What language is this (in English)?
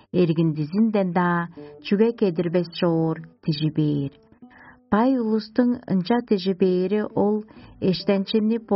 Tuvinian